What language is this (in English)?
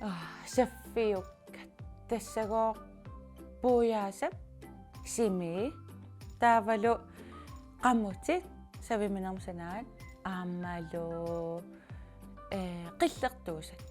Kalaallisut